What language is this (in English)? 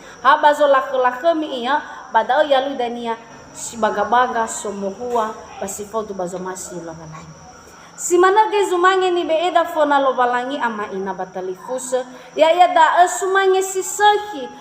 Nias